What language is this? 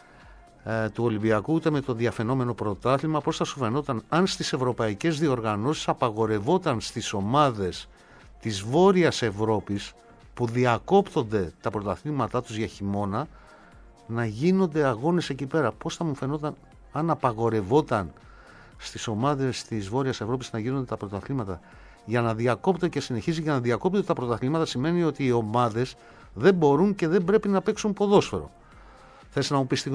Greek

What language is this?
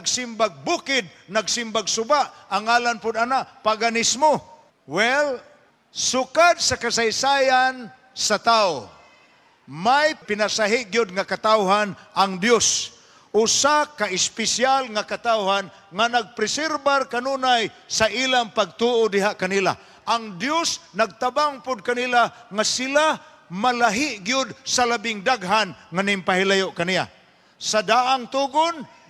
Cebuano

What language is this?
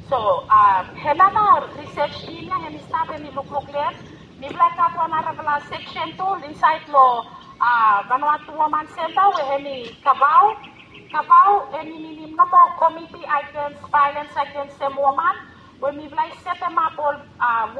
Bislama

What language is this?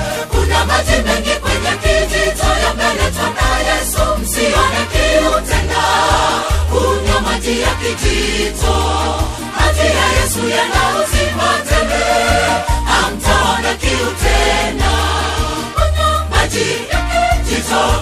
Swahili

